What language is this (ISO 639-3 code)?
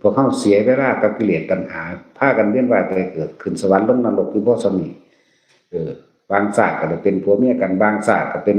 tts